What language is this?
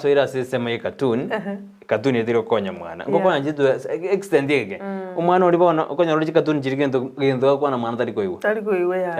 Gusii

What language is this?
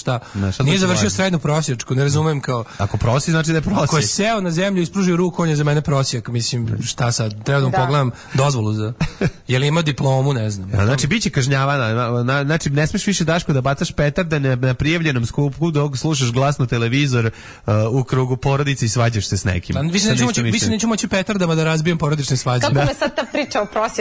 Serbian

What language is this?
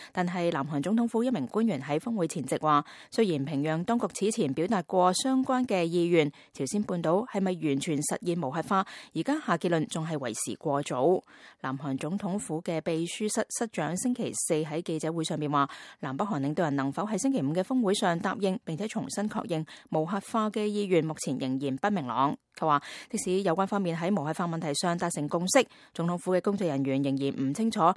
Cantonese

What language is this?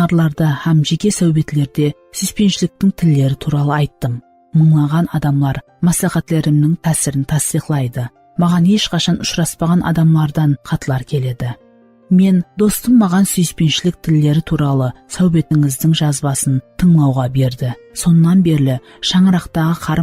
Kara-Kalpak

